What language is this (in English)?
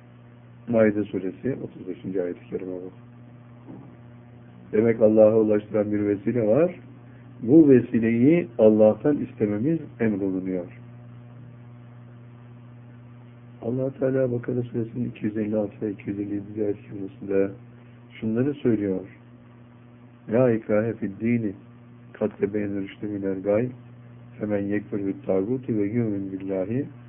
Turkish